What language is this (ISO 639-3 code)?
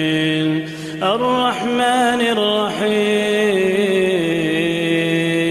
inh